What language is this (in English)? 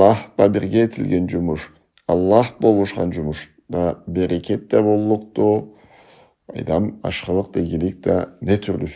Karachay-Balkar